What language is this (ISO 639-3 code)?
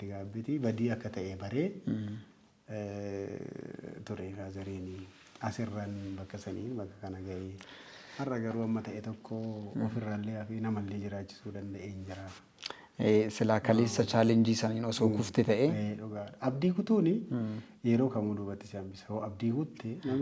orm